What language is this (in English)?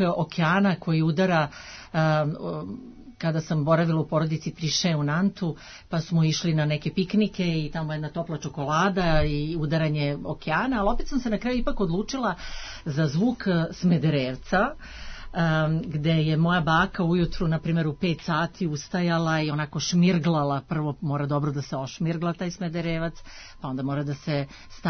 Serbian